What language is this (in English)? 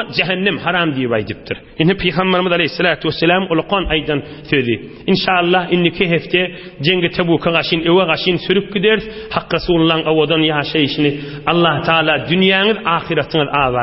Turkmen